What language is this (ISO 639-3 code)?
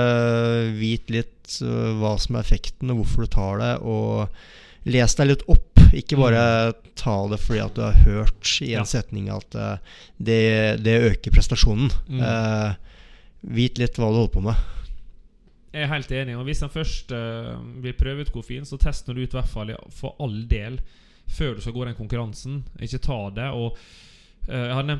nor